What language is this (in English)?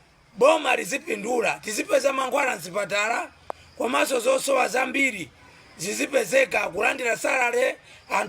Nyanja